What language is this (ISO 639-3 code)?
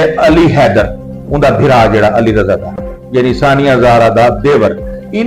skr